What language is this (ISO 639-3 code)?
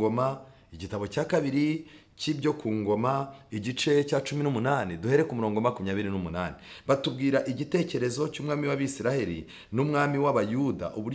kin